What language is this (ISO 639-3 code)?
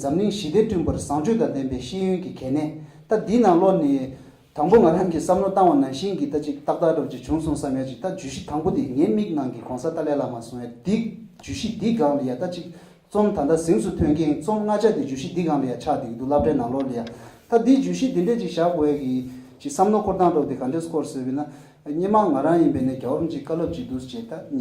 bod